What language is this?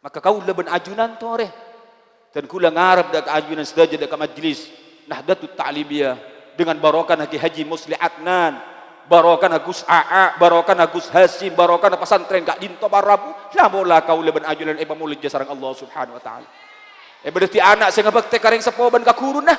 Madurese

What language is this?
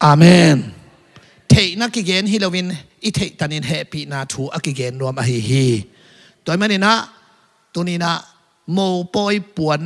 Tedim Chin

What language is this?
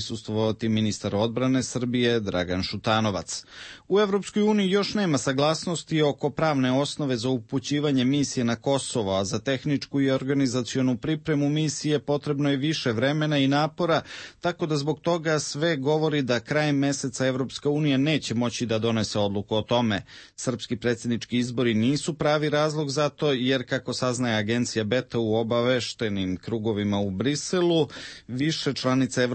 Serbian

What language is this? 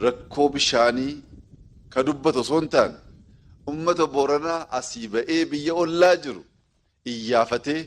Oromo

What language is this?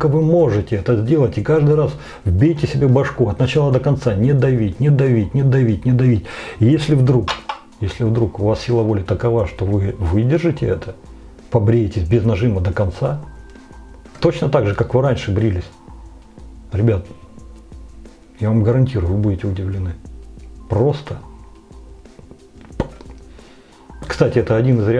Russian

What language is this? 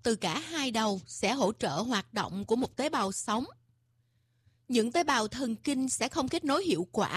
Vietnamese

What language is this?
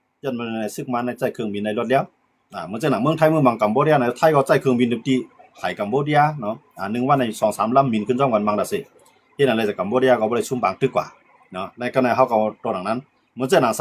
Shan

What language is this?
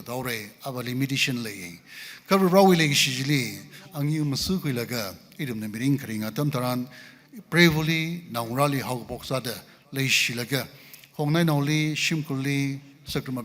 Tangkhul Naga (India)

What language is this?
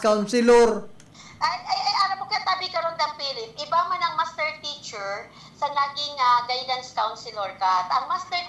Bikol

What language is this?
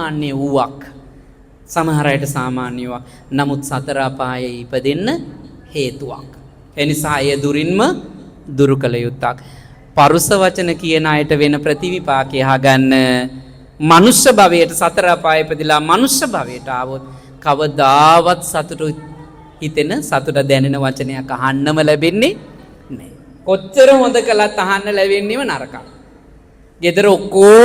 Sinhala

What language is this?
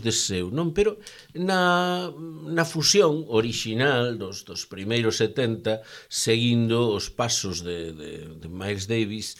Galician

